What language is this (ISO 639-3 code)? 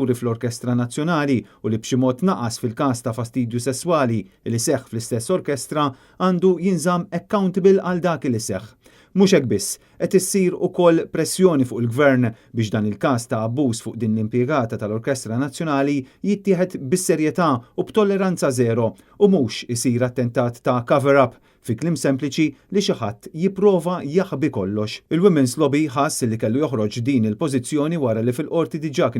mlt